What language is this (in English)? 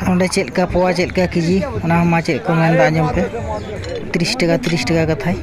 Santali